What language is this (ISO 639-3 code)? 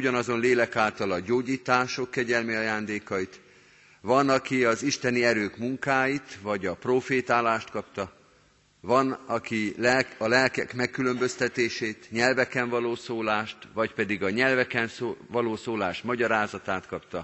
hun